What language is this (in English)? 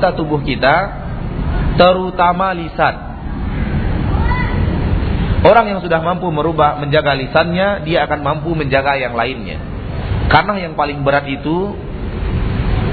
Indonesian